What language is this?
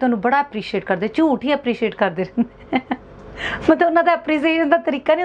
Punjabi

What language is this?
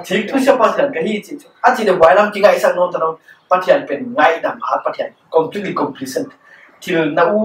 Paite Chin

